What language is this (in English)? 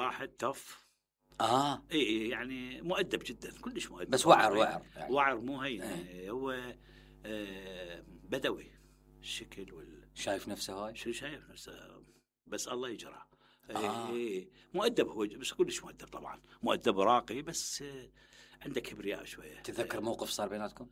Mesopotamian Arabic